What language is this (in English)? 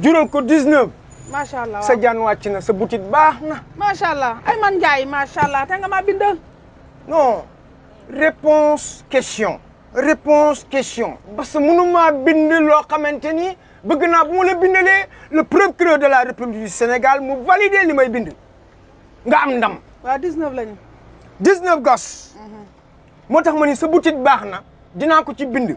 Wolof